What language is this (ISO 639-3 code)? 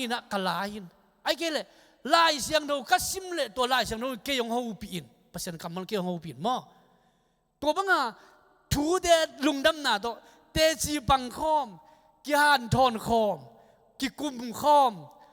ctd